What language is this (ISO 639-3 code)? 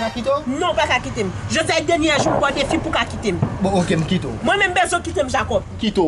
hat